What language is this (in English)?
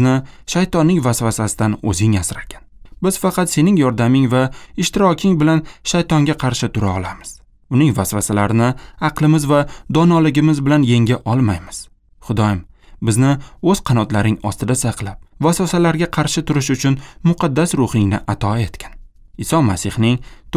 Uzbek